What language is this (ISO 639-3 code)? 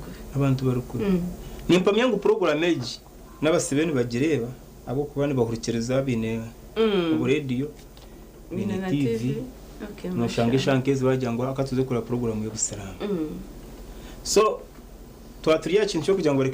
nyn